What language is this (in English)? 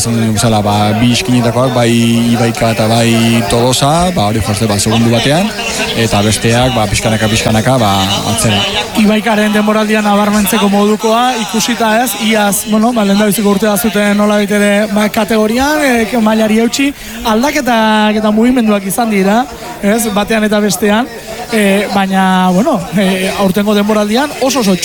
Basque